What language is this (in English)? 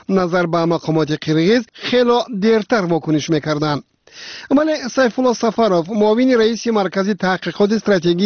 Tajik